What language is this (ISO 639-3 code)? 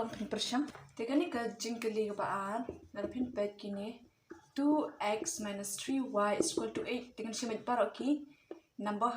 kha